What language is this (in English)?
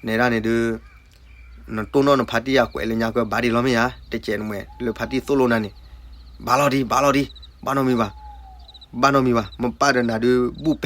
S'gaw Karen